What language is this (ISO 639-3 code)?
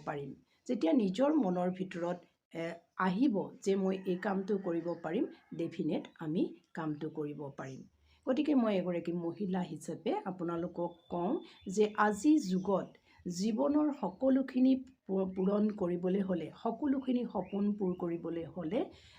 asm